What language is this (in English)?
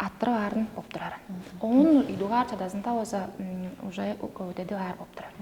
Tuvinian